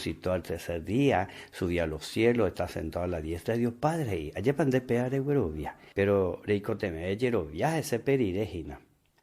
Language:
Guarani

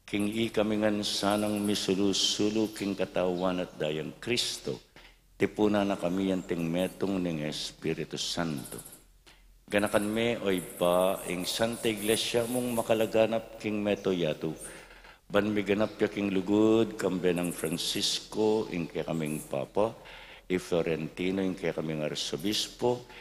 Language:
Pampanga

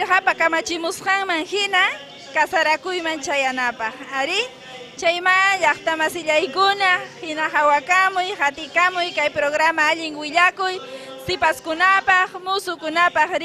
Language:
Ayacucho Quechua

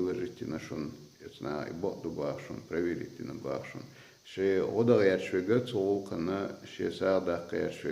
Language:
Chechen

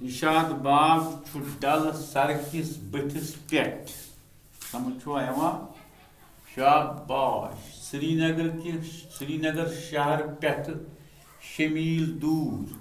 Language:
Kashmiri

